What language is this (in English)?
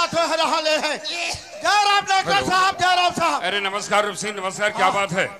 Chhattisgarhi